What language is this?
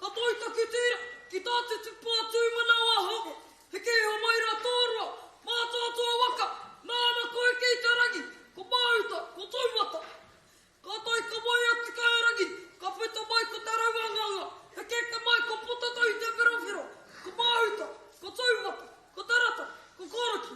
Māori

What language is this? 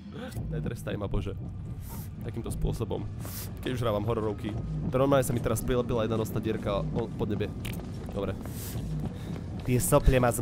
Slovak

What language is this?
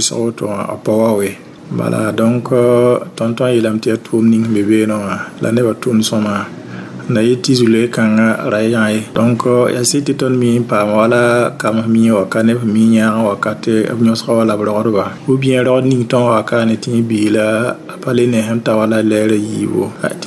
Mossi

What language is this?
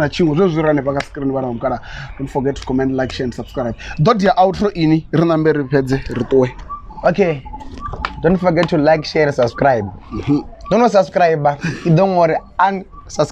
Venda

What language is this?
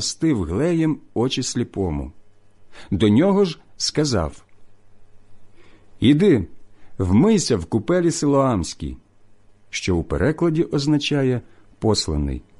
Ukrainian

